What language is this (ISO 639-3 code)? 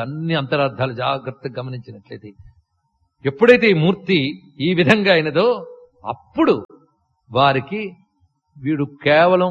tel